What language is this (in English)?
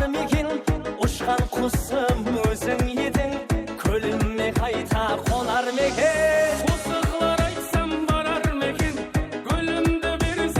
Kara-Kalpak